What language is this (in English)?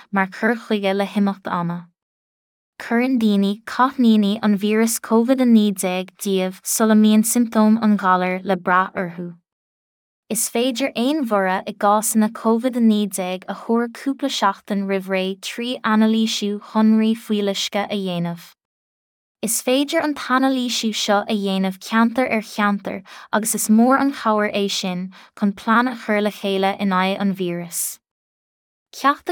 Irish